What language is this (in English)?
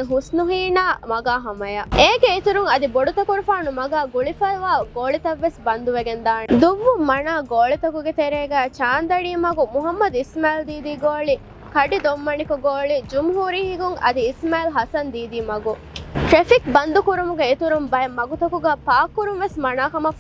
Divehi